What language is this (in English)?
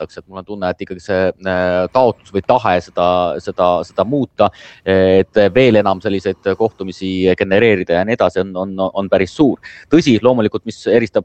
Estonian